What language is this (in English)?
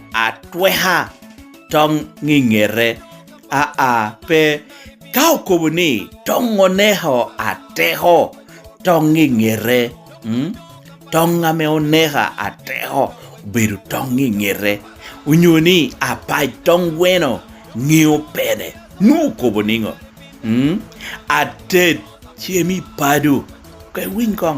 Lango (Uganda)